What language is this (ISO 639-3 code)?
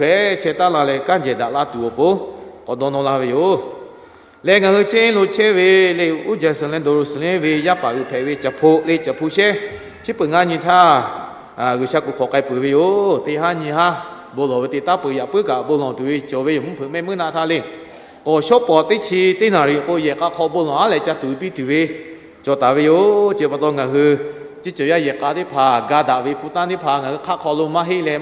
lhu